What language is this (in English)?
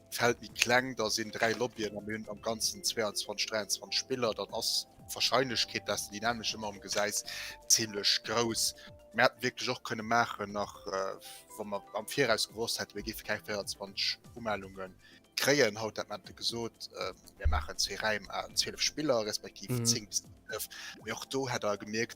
Luxembourgish